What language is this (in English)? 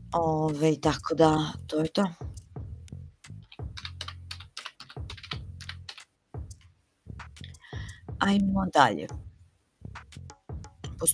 Serbian